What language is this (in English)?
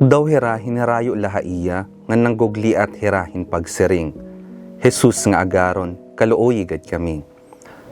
Waray